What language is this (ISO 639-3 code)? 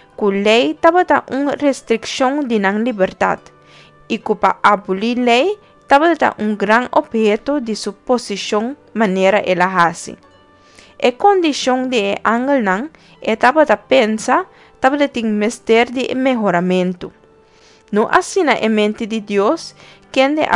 pap